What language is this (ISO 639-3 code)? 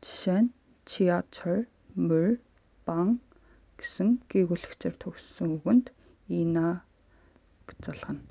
mon